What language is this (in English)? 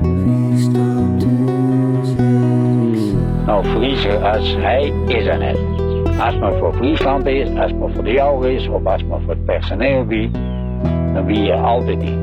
Western Frisian